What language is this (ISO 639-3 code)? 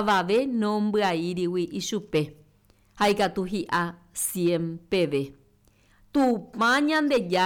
grn